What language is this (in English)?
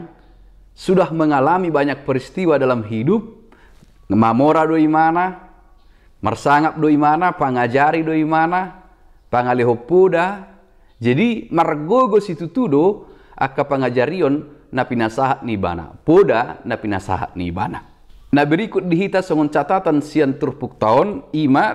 Batak Toba